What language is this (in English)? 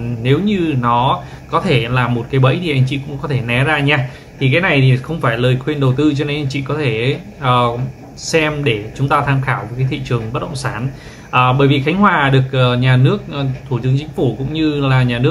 Vietnamese